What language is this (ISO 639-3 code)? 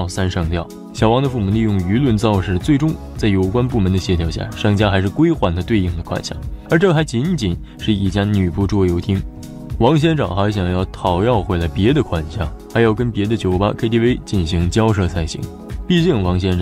zho